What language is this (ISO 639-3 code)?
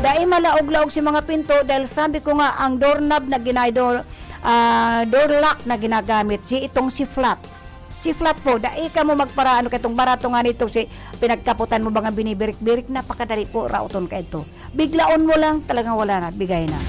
bik